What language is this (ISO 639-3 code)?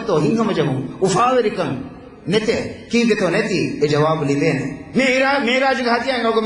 div